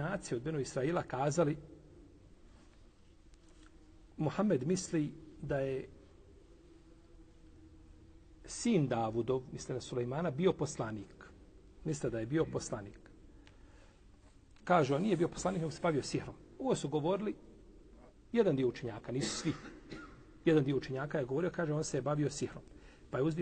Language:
Bosnian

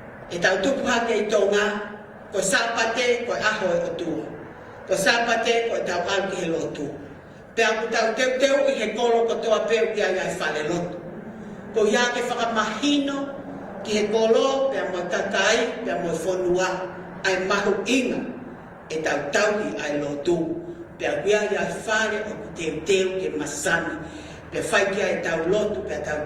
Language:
Tongan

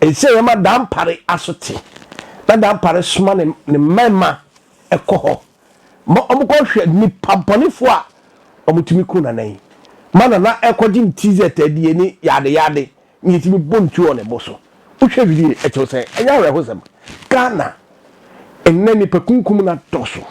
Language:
Akan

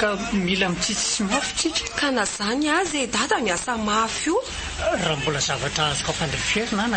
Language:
Malagasy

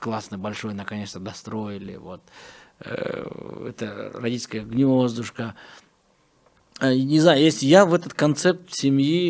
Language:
Russian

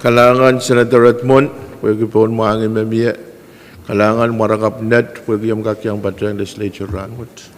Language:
Pohnpeian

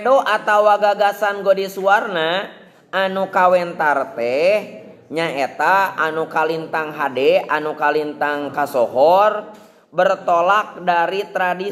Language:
Sundanese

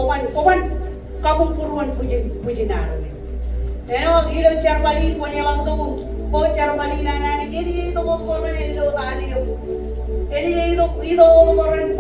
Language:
Marshallese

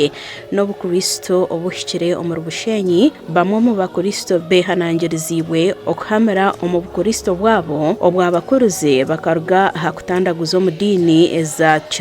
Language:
Nyankole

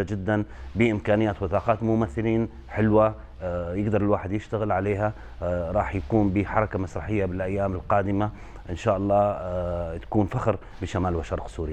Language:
Kurdish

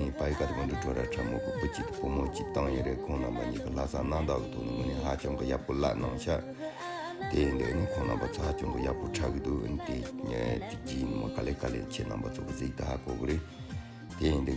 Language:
Tibetan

